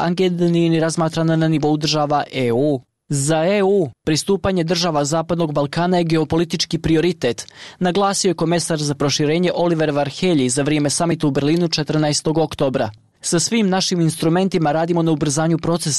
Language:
Bosnian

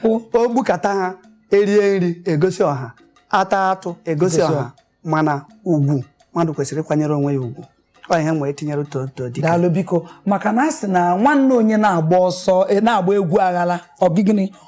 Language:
Igbo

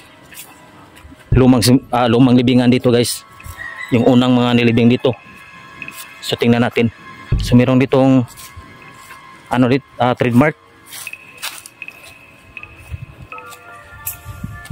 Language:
Filipino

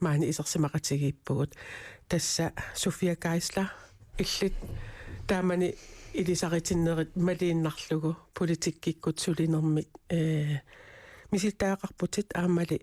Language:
Kalaallisut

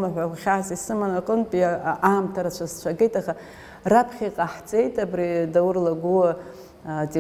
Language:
Abkhazian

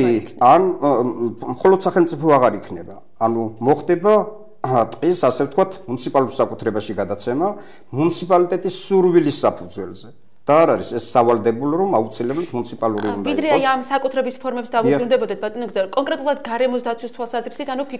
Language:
Georgian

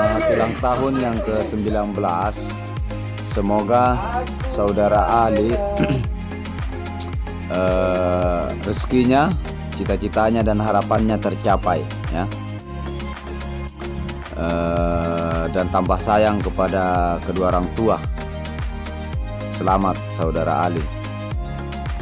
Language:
Indonesian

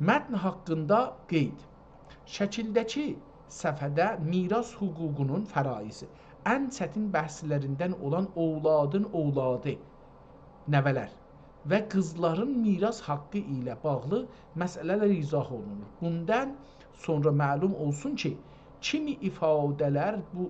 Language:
South Azerbaijani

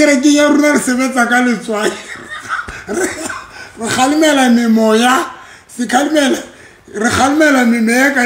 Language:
Southern Sotho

